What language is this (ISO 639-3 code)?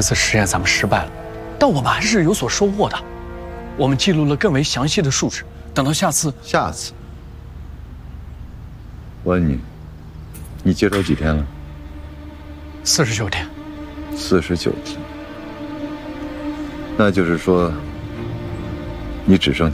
zho